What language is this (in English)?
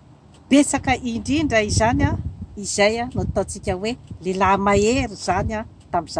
Malagasy